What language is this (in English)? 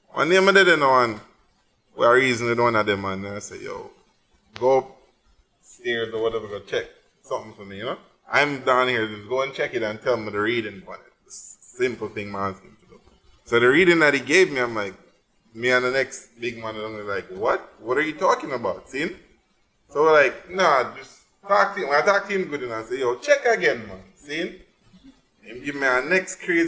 Jamaican Creole English